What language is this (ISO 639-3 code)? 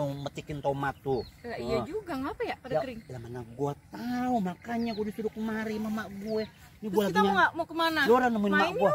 bew